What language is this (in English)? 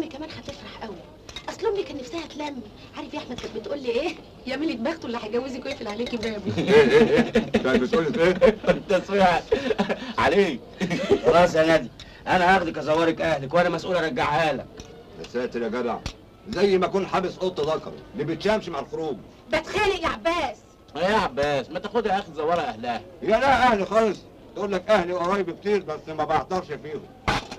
Egyptian Arabic